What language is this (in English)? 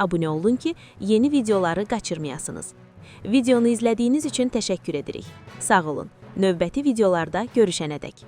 Azerbaijani